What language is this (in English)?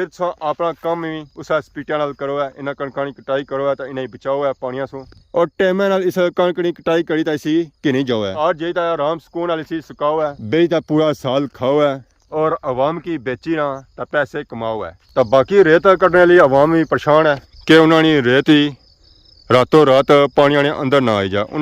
Pahari-Potwari